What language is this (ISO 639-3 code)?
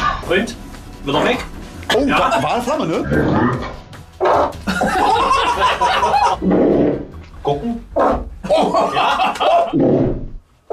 deu